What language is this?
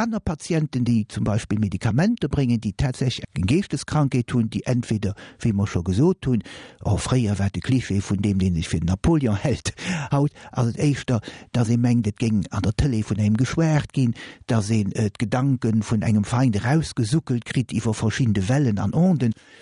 Luxembourgish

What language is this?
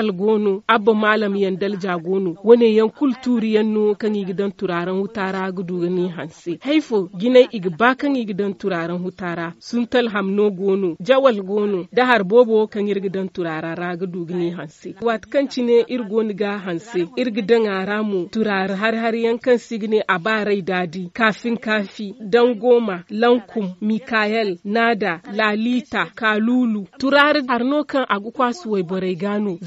Zarma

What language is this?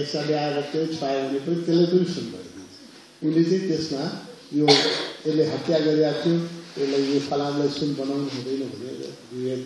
Nepali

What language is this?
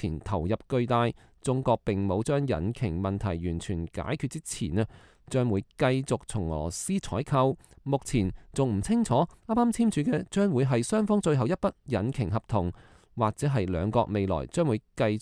Cantonese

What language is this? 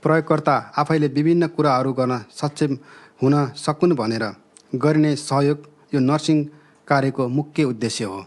Nepali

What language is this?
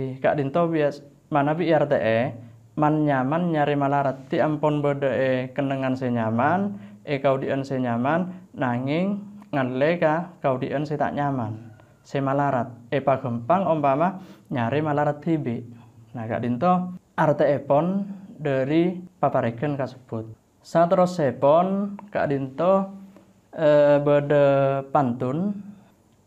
Madurese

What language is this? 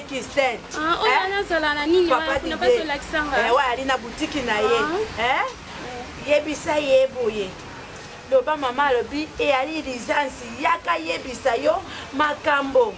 Lingala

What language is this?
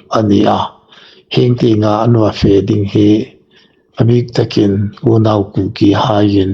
Hmar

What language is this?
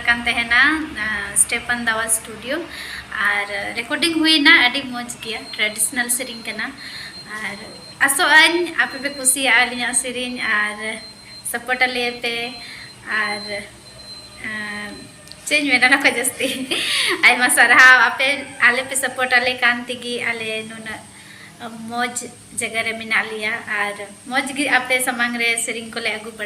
Santali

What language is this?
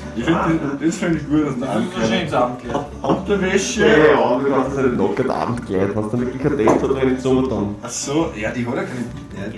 Bavarian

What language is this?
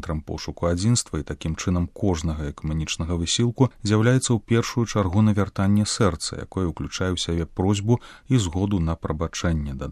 Belarusian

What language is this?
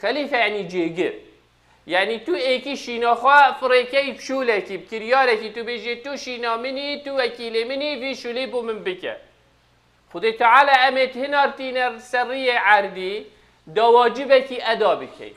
Kurdish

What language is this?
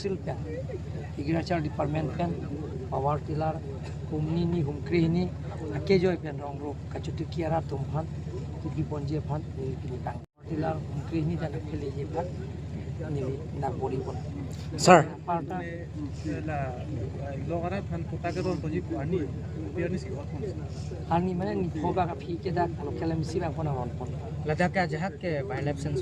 Karbi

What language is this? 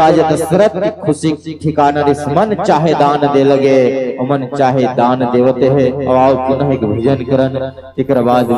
Chhattisgarhi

